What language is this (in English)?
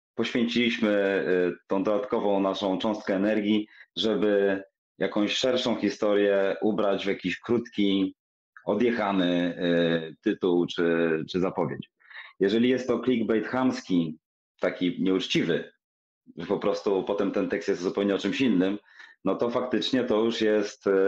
Polish